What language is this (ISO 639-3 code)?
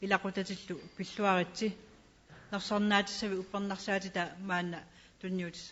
kal